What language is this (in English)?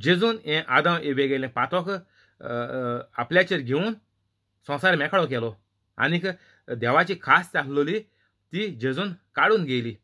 Konkani